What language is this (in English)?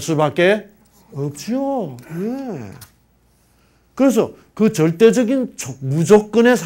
Korean